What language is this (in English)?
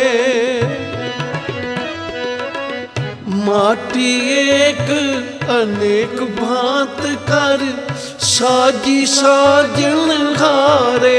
Punjabi